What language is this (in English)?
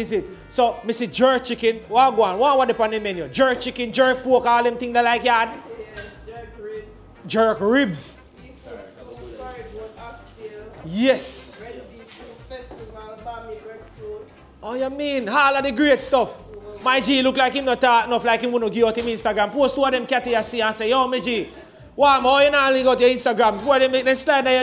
Jamaican Creole English